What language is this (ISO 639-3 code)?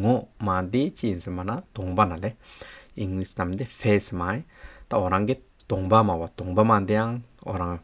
scp